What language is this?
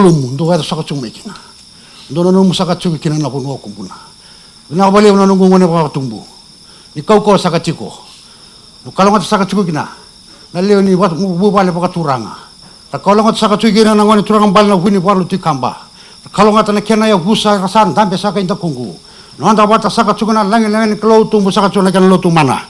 Fijian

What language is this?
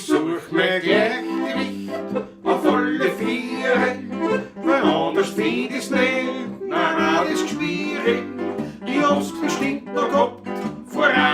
Bavarian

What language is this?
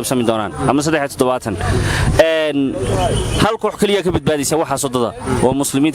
Somali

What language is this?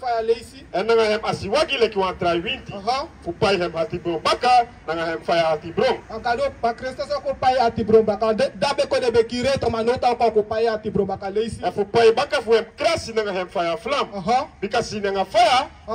Sranan Tongo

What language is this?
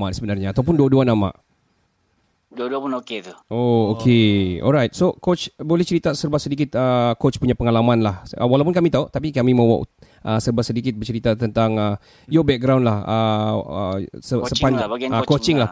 Malay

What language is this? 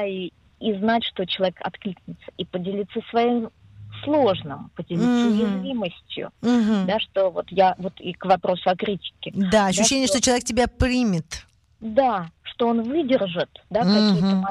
Russian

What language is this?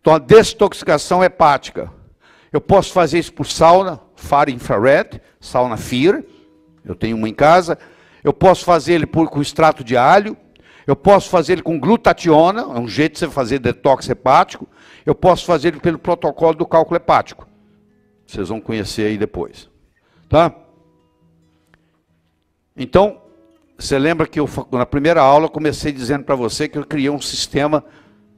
Portuguese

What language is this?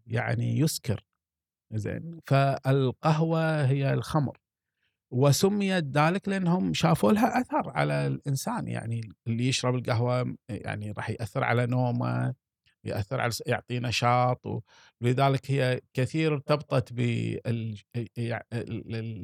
Gulf Arabic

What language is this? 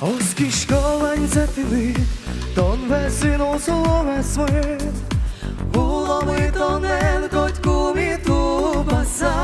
Udmurt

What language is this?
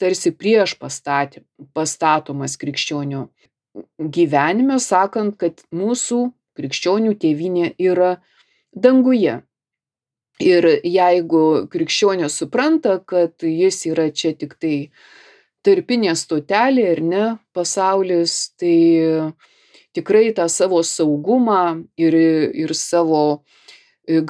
Lithuanian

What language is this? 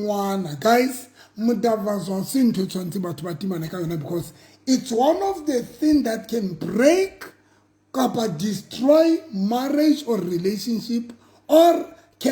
Southern Sotho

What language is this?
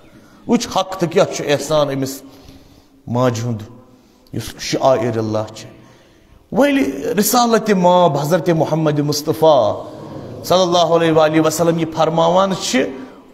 Kashmiri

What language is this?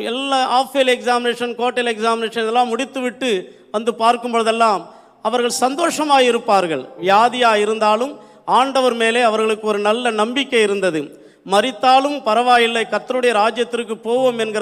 Tamil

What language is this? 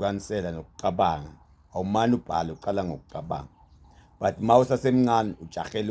Zulu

